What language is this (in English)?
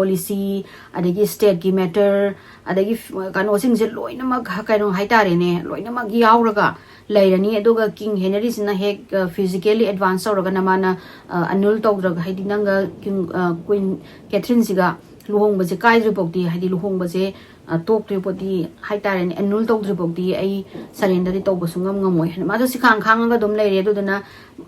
Manipuri